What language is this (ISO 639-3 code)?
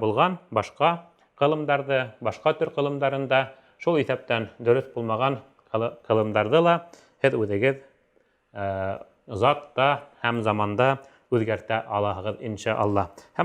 bak